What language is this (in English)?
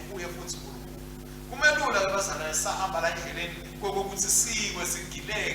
Swati